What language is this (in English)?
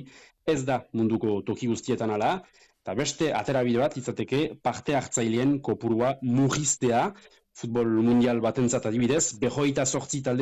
Basque